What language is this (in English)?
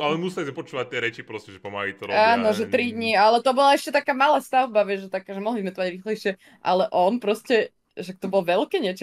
Slovak